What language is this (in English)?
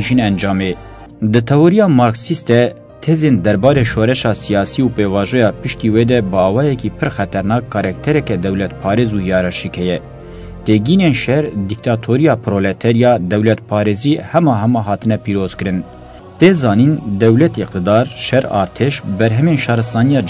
Kurdish